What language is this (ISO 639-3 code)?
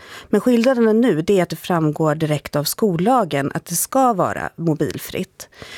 swe